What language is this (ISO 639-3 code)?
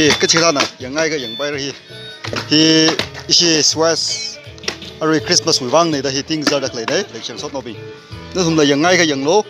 nmf